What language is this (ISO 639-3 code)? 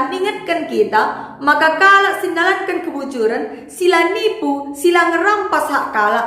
btx